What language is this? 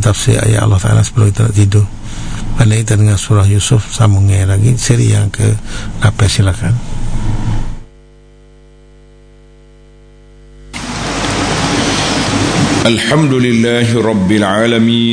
Malay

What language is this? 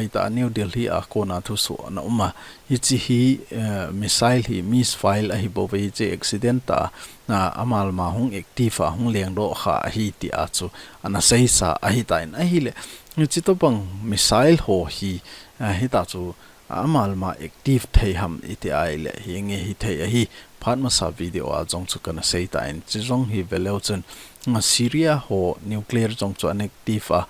Thado Chin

